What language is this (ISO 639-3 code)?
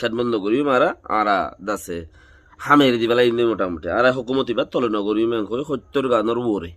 rhg